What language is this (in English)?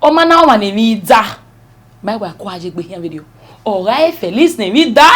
Bini